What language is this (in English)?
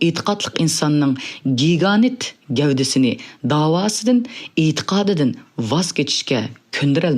Uyghur